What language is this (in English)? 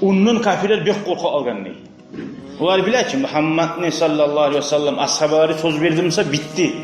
Kumyk